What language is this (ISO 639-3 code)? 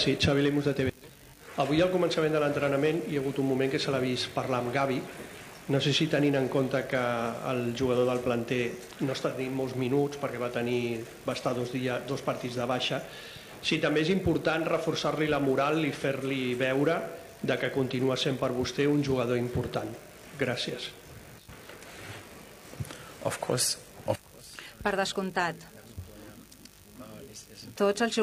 cat